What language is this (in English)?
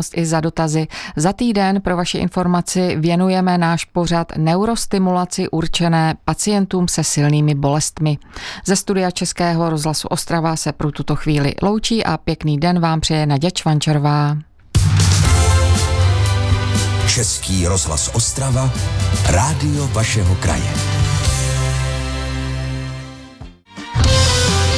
Czech